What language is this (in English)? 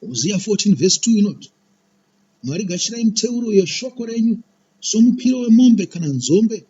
Shona